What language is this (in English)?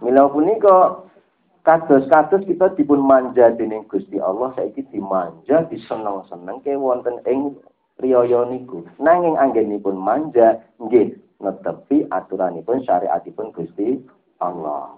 Javanese